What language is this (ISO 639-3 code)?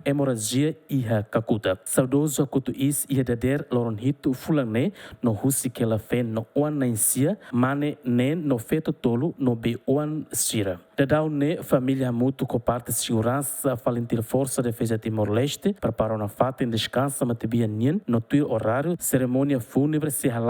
tet